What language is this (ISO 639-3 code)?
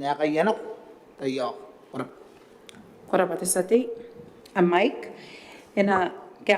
gil